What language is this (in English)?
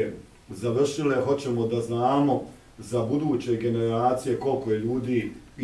Bosnian